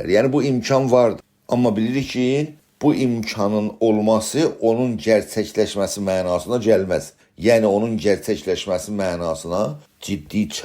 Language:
South Azerbaijani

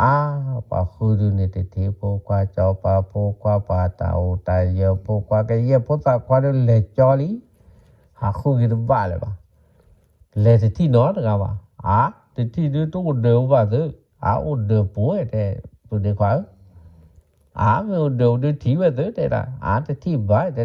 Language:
S'gaw Karen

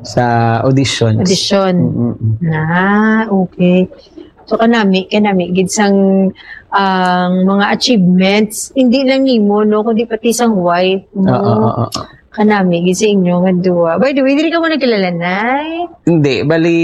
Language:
Hiligaynon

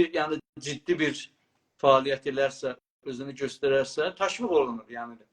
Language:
South Azerbaijani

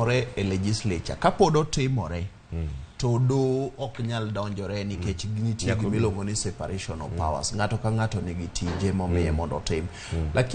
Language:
Luo (Kenya and Tanzania)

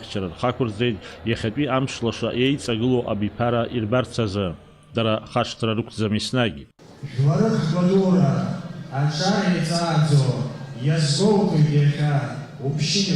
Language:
Abkhazian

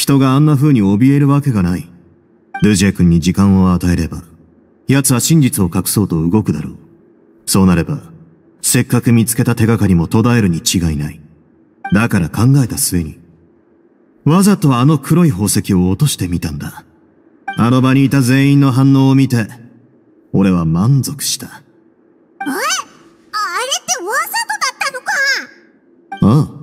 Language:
Japanese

